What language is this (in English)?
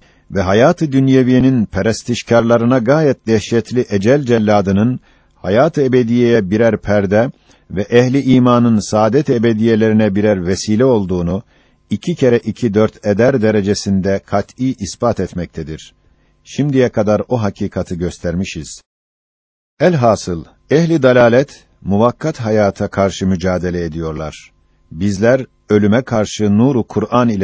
Turkish